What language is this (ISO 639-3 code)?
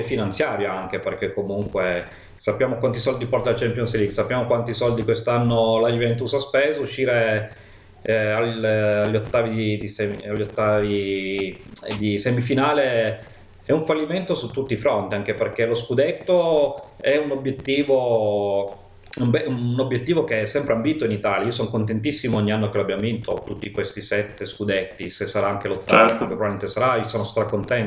ita